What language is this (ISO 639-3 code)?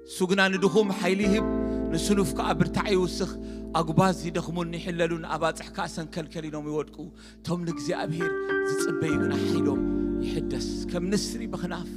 tir